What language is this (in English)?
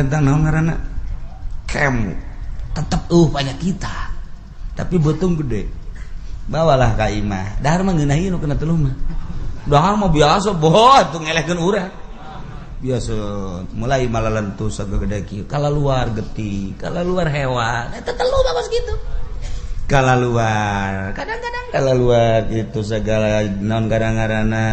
Sundanese